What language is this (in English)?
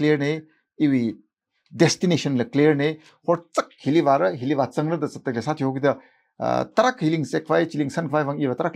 Tangkhul Naga (India)